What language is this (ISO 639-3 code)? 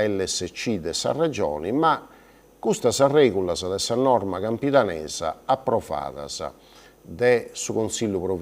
srd